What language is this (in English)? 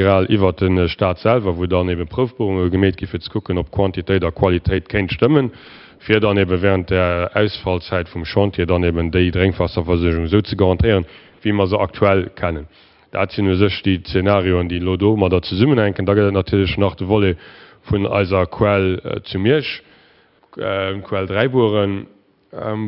Luxembourgish